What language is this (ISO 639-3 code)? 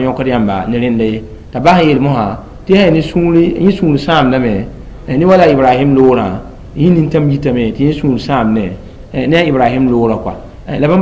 mos